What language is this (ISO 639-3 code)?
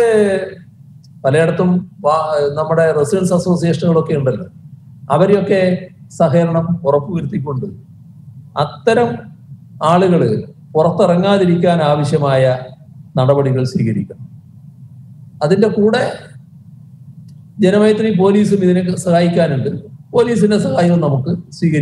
mal